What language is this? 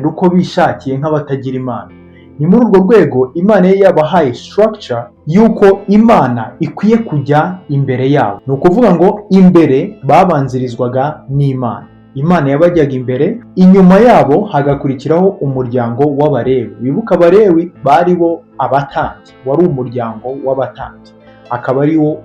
Kinyarwanda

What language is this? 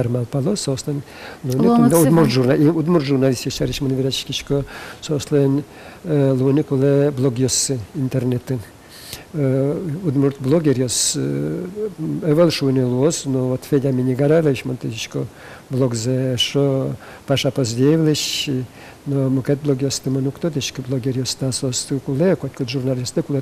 Udmurt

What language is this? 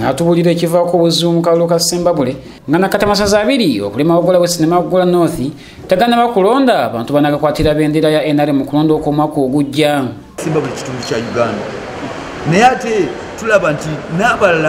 Ganda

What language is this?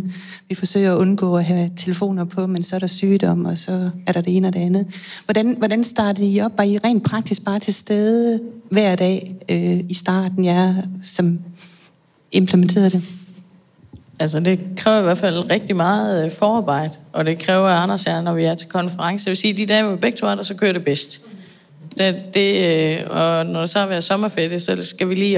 Danish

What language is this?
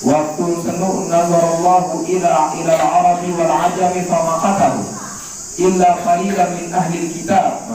Sasak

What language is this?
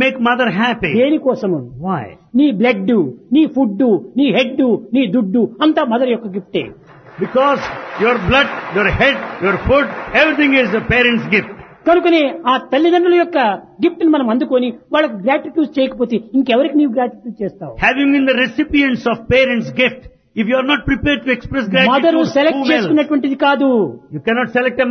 Telugu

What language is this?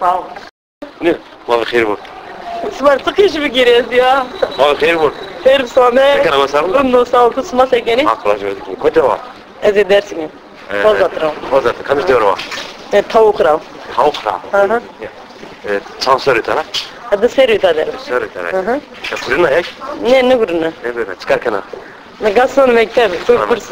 Zaza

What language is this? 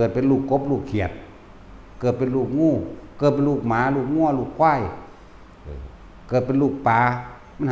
Northeastern Thai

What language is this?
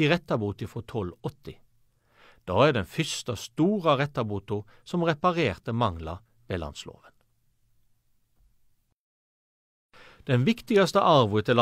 Norwegian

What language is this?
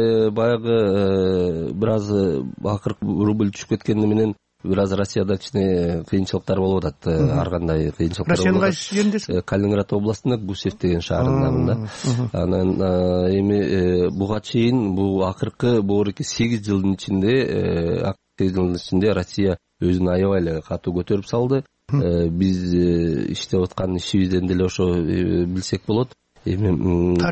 Kyrgyz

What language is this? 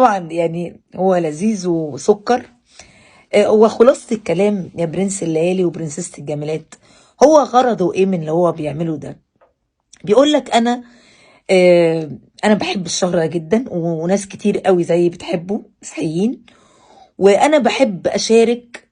Egyptian Arabic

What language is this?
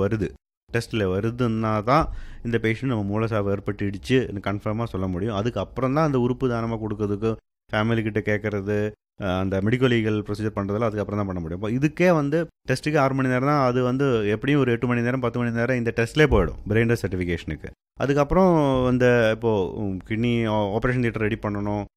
Tamil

